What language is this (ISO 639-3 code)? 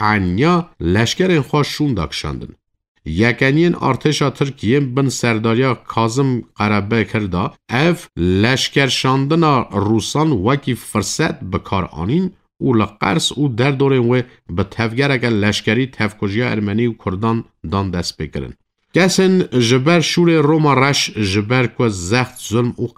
kur